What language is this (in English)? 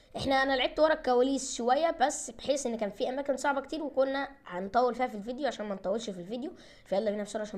Egyptian Arabic